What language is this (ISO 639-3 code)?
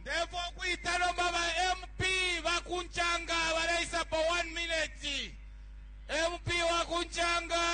bem